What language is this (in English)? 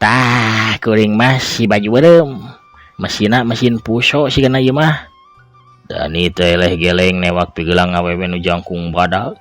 Sundanese